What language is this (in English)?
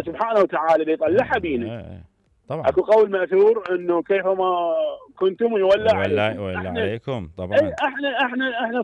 Mesopotamian Arabic